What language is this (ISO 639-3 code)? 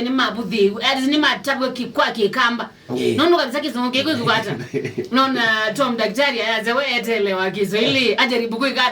kam